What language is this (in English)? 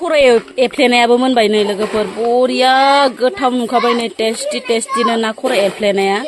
Bodo